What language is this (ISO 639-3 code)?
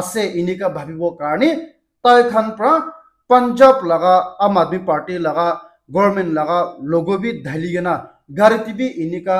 nag